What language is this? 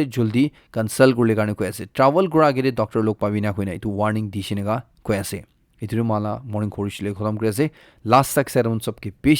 Naga Pidgin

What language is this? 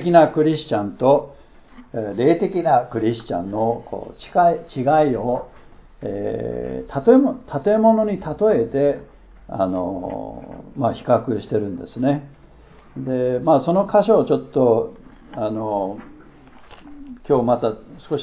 Japanese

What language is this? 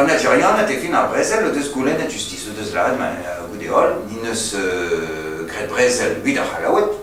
Breton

